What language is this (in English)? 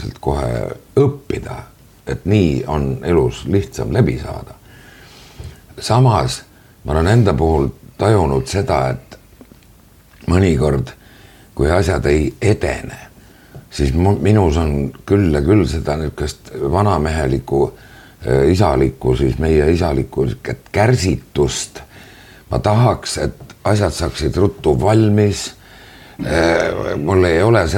Estonian